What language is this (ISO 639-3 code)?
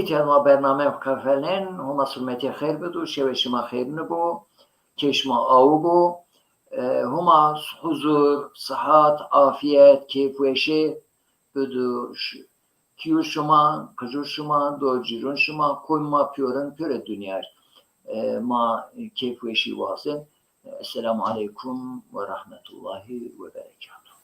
zza